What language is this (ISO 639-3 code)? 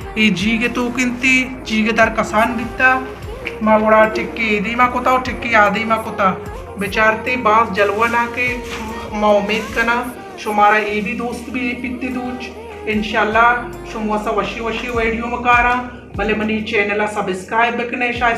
bal